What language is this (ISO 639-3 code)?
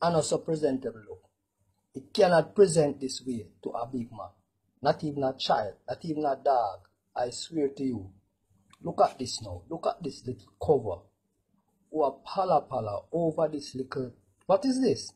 jam